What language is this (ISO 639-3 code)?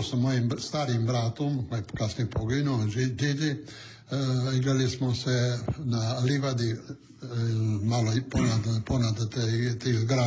hrv